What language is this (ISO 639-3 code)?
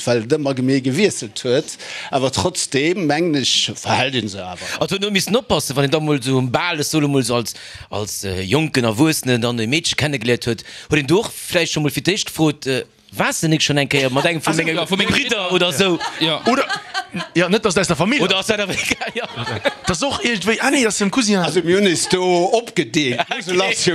ltz